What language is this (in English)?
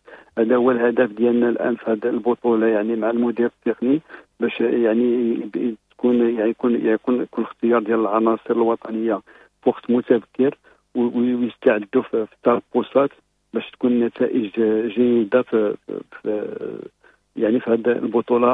Moroccan Arabic